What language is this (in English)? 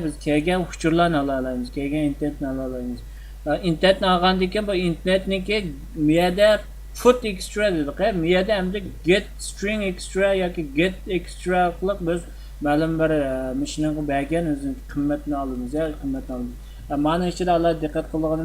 Uyghur